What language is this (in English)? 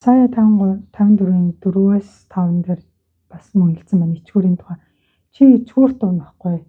Mongolian